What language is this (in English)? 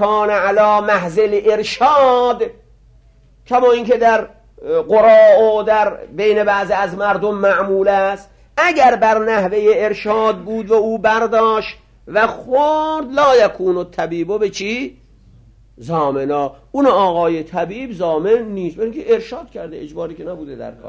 Persian